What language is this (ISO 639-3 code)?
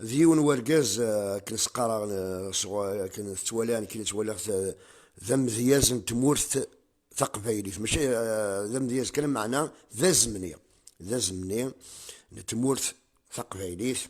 kab